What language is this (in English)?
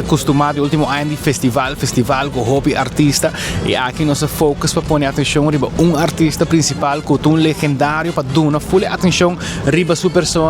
Papiamento